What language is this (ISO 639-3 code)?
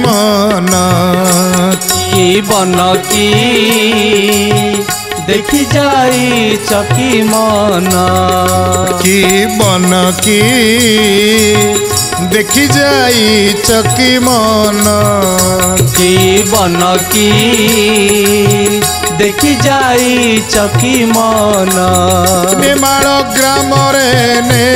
ori